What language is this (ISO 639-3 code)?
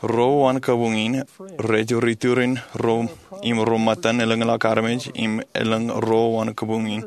mah